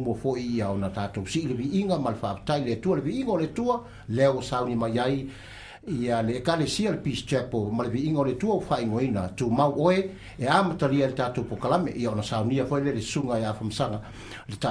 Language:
Samoan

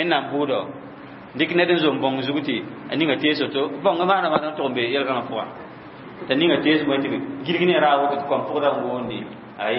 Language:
Mossi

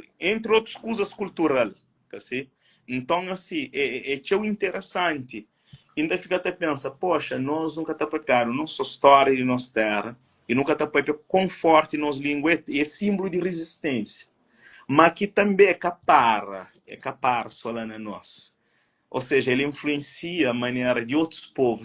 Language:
Kabuverdianu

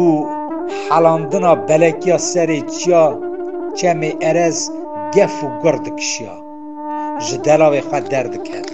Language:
Kurdish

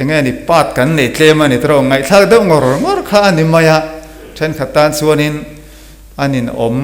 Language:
Mizo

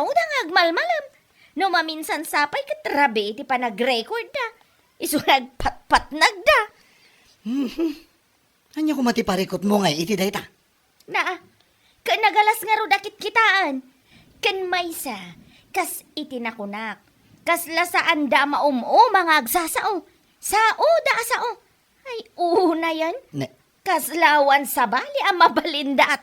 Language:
Iloko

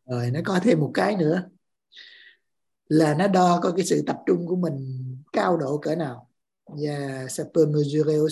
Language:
Vietnamese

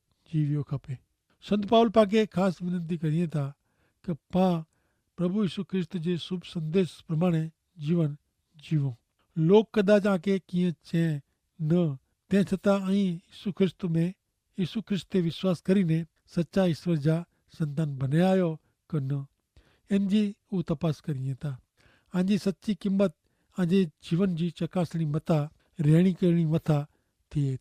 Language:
Kachhi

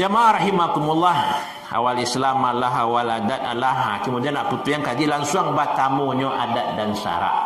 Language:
Minangkabau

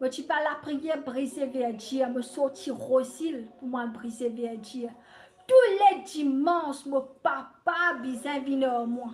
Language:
Morisyen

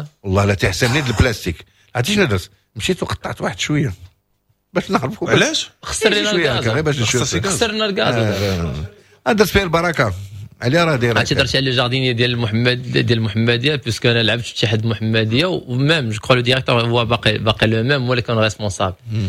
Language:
Moroccan Arabic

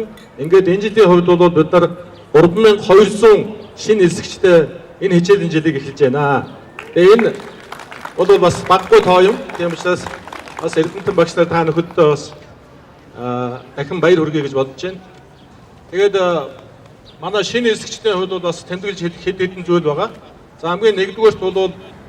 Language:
Mongolian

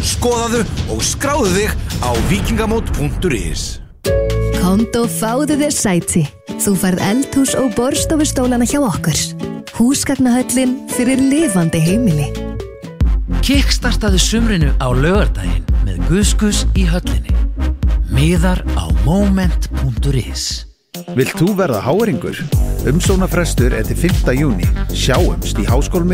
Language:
Icelandic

